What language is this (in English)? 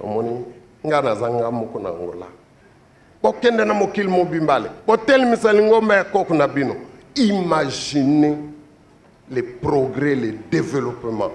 Lingala